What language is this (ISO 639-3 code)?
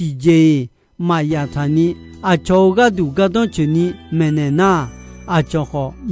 ahk